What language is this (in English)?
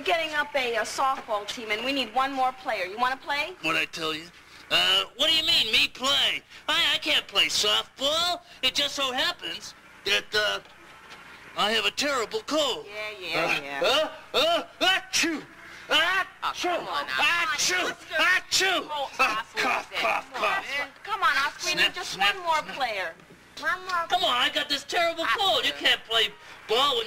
English